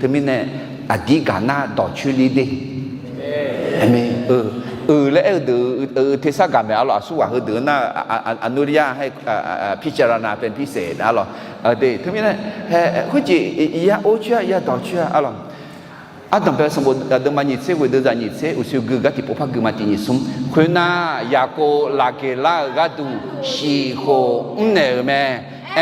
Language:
Akha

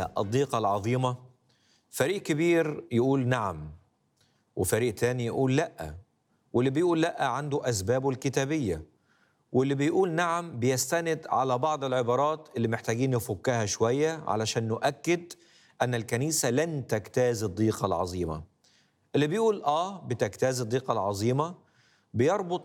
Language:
Egyptian Arabic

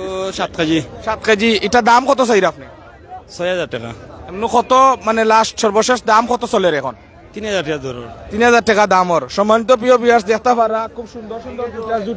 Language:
Sylheti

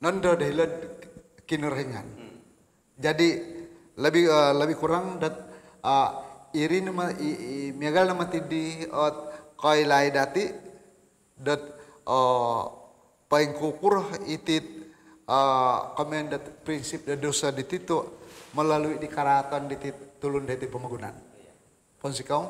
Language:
Central Dusun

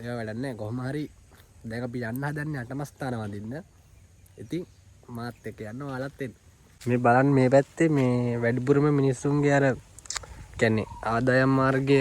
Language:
Sinhala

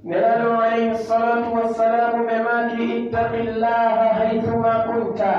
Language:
Pular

